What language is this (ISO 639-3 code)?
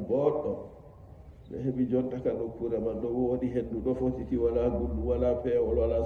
fuv